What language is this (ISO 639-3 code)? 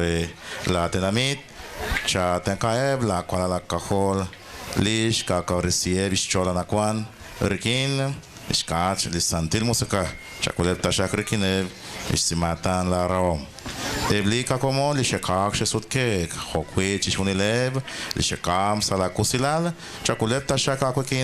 kek